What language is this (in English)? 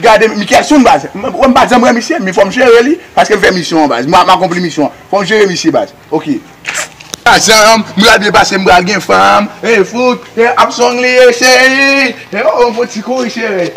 Haitian Creole